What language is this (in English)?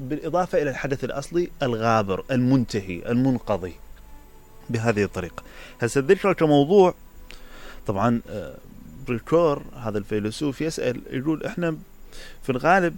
Mesopotamian Arabic